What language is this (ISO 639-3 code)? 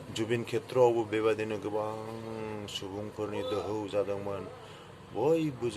brx